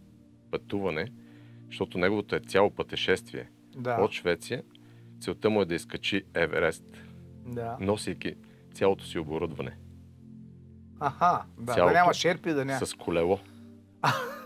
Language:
Bulgarian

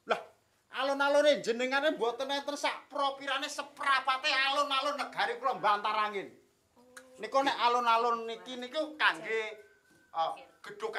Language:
Javanese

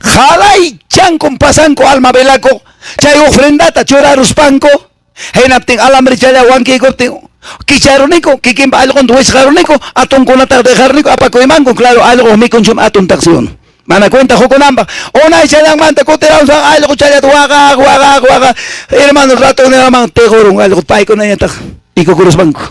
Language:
Quechua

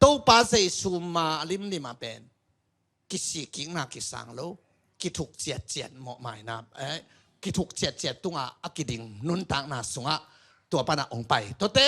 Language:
Tedim Chin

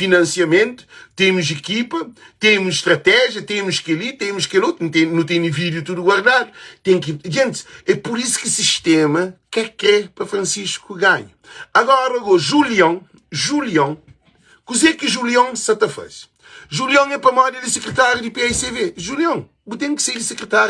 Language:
Kabuverdianu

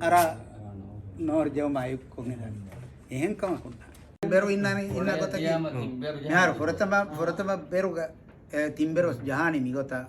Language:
Divehi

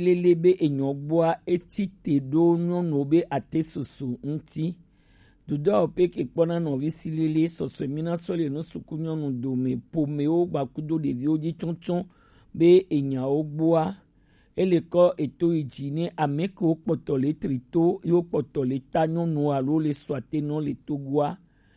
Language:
Gen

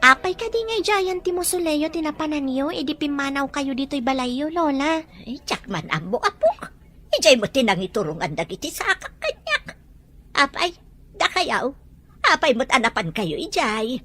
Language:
Iloko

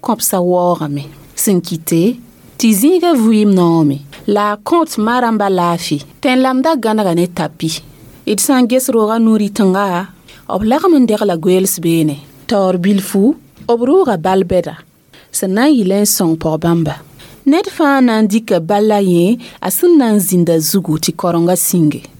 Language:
Mossi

